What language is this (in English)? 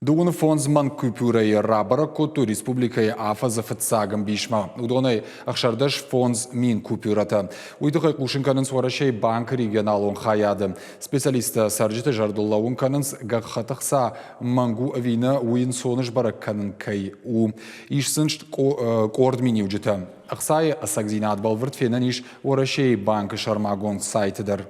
Ossetic